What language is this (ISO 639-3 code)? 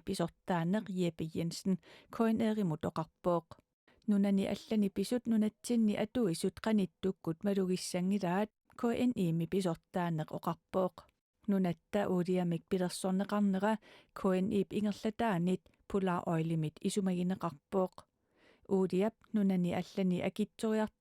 kal